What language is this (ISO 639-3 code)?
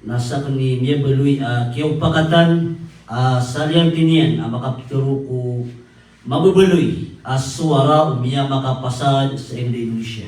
mrw